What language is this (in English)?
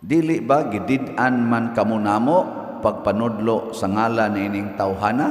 Cebuano